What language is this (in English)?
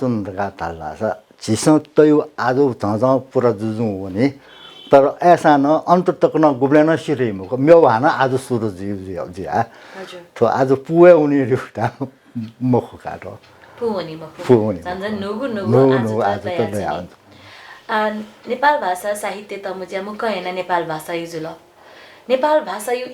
Newari